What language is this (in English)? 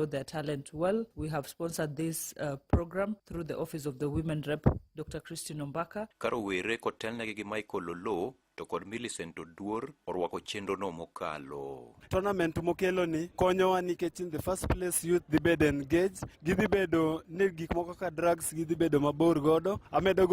Luo (Kenya and Tanzania)